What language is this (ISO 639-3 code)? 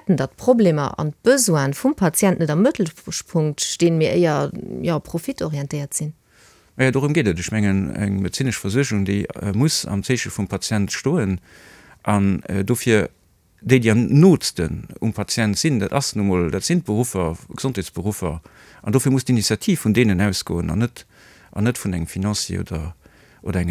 ltz